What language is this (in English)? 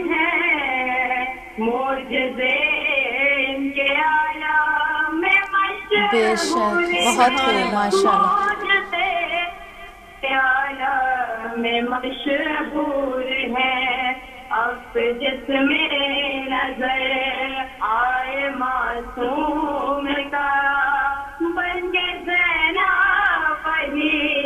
Urdu